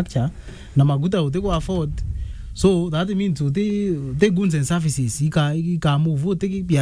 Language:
Meru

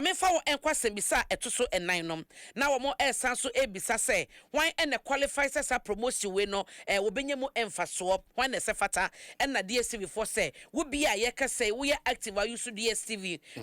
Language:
Akan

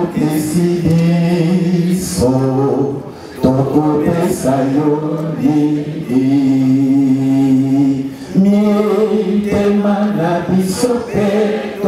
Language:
Lingala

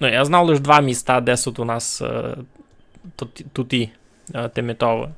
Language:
Rusyn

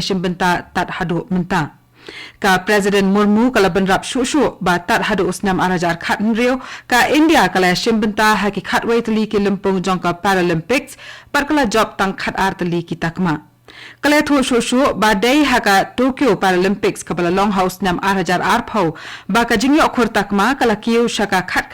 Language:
Khasi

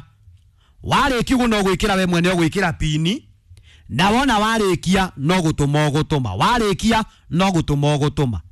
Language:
Kikuyu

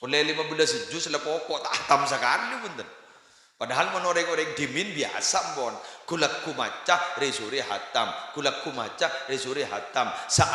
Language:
Madurese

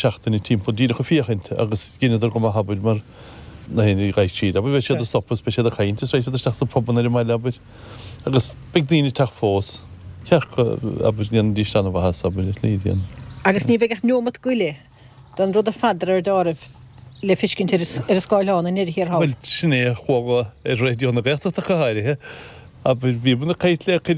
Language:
Irish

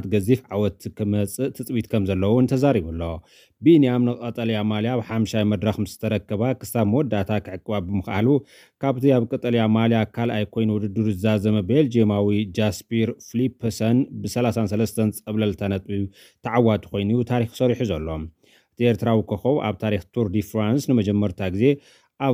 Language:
Tigrinya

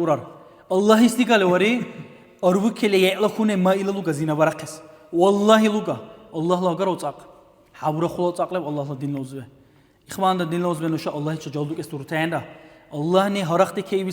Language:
Dargwa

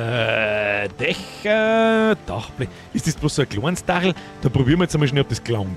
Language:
Bavarian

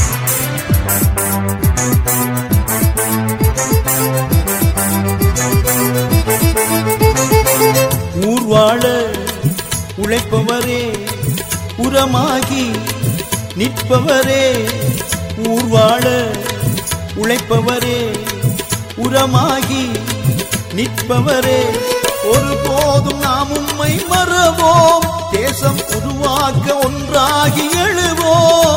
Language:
Tamil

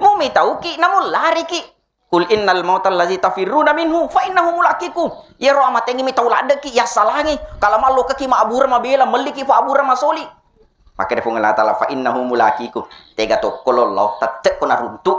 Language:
Buginese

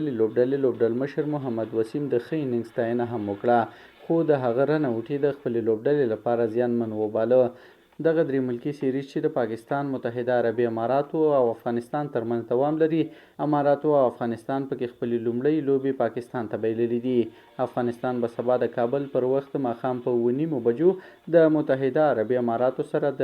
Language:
Pashto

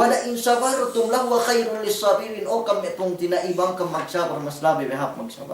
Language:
Yakan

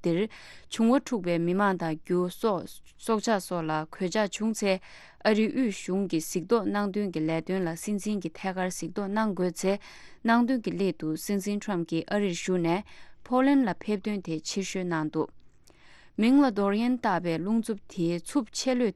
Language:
Tibetan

